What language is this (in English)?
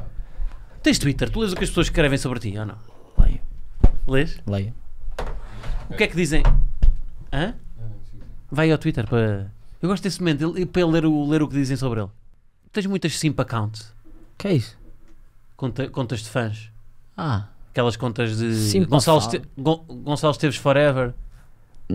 Portuguese